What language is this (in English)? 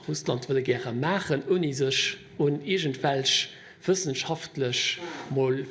Luxembourgish